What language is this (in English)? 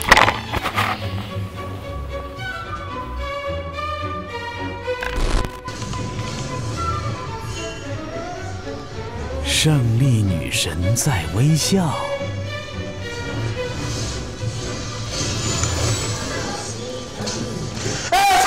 Chinese